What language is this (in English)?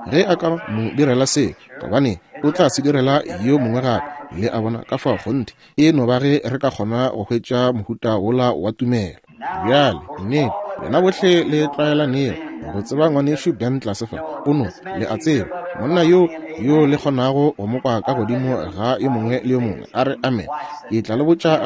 Northern Sotho